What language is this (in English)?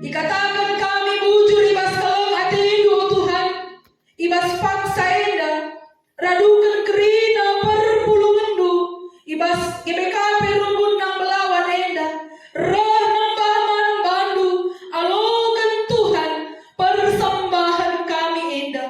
Batak Karo